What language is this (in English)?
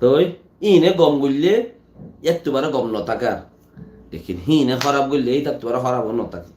Rohingya